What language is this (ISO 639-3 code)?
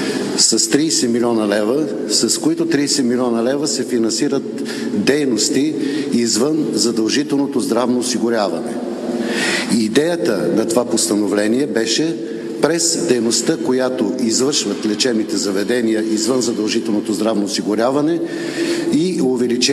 bul